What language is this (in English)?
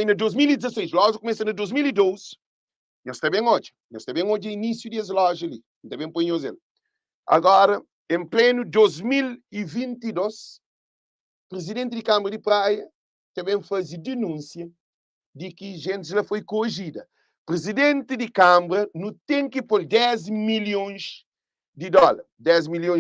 Kabuverdianu